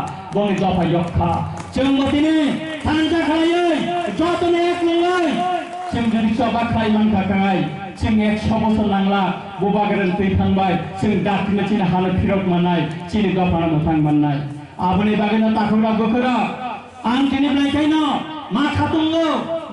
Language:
Kok Borok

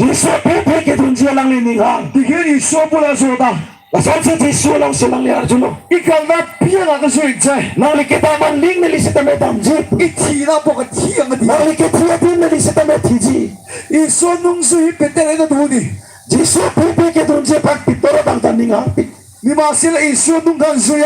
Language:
Karbi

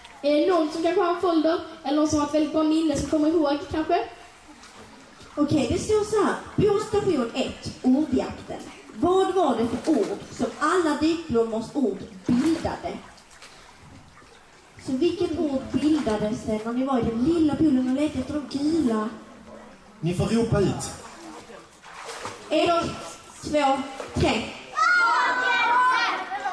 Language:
Swedish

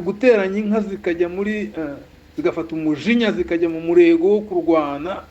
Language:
Kinyarwanda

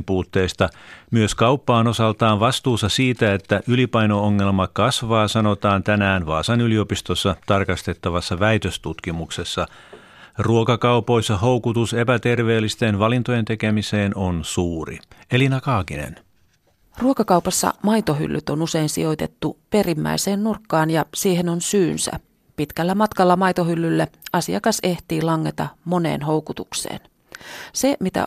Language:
Finnish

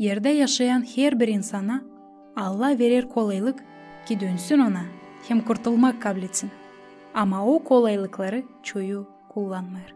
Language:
Gagauz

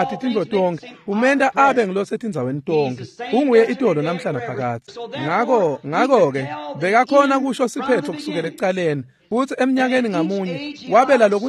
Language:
Swati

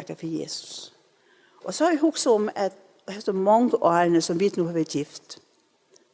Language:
Faroese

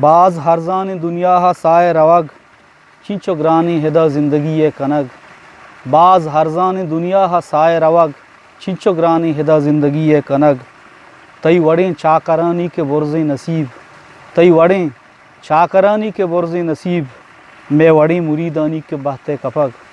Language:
Eastern Balochi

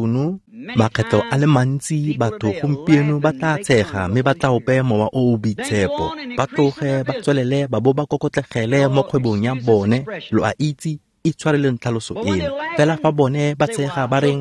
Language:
Tswana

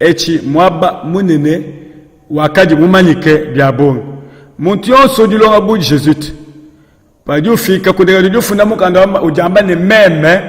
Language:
Luba-Lulua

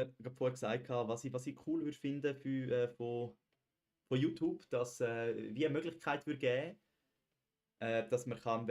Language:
Swiss German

